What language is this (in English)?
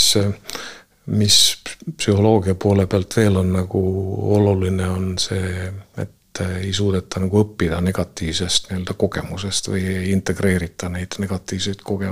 Estonian